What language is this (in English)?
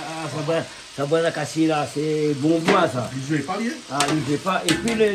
Réunion Creole French